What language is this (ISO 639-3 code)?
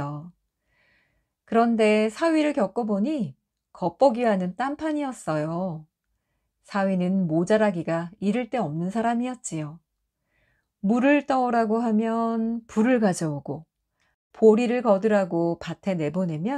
kor